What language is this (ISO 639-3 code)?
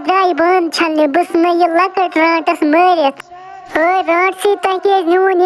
kas